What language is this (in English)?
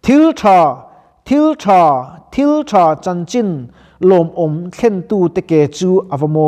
Mizo